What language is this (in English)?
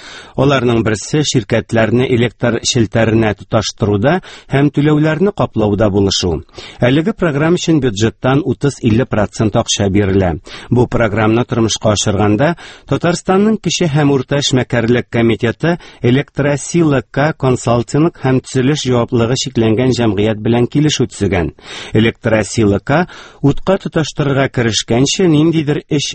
Tatar